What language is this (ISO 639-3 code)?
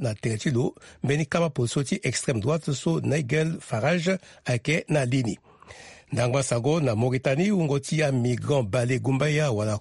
sag